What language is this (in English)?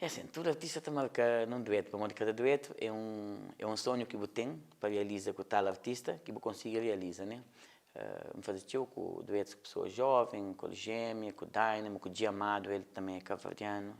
Kabuverdianu